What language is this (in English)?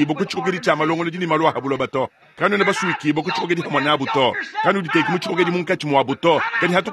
Luba-Lulua